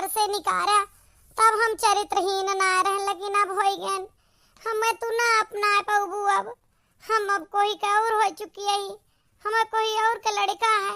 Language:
Awadhi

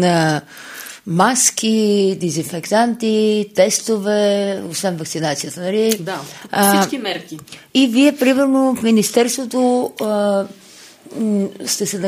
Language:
Bulgarian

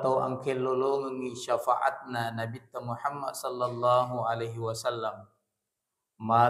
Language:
Buginese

